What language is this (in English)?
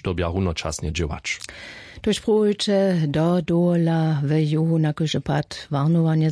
Upper Sorbian